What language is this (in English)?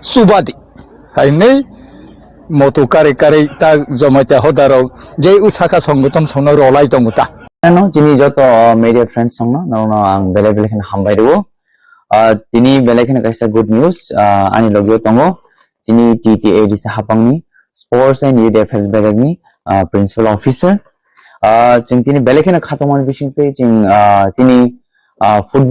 Kok Borok